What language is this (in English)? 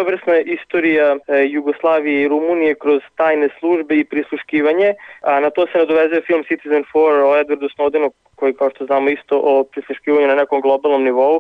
Serbian